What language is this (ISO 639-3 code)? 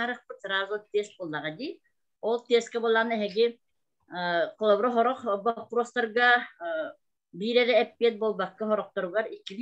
sah